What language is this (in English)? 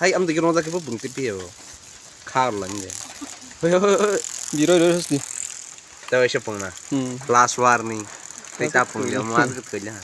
Kok Borok